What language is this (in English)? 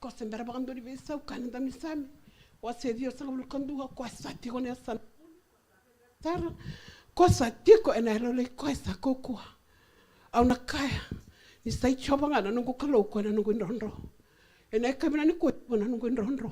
Fijian